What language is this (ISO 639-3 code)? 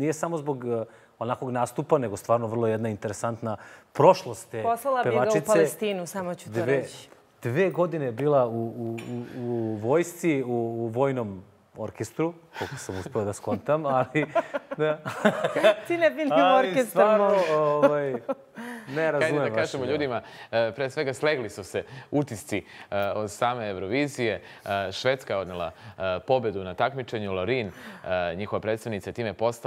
srp